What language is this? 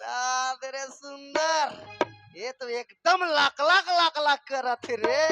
Chhattisgarhi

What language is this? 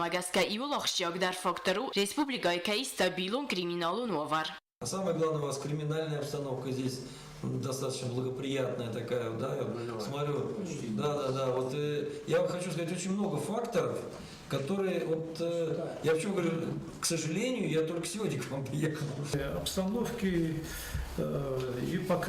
Ossetic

